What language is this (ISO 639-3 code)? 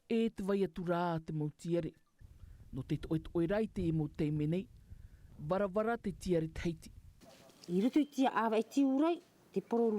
tah